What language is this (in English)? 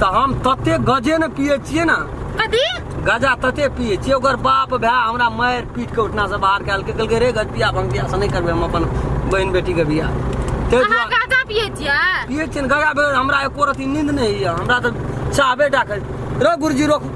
Maithili